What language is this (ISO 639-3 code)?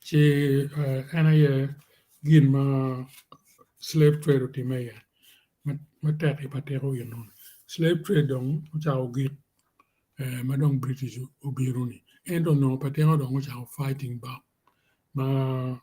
ach